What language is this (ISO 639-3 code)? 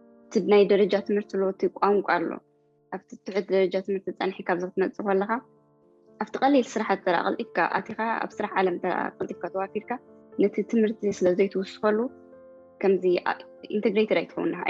tir